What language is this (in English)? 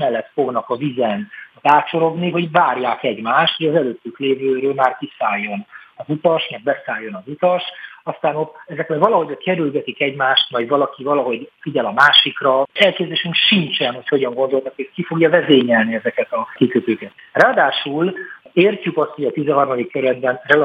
Hungarian